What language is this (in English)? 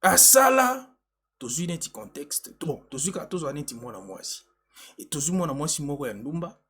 Lingala